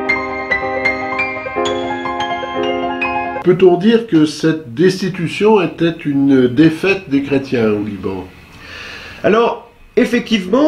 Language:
French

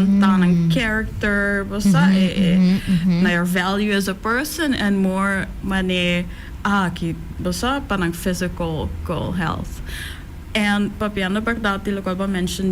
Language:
Papiamento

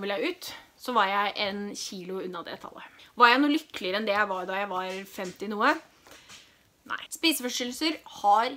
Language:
Norwegian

